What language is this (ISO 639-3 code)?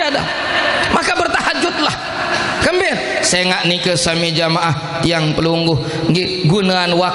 sas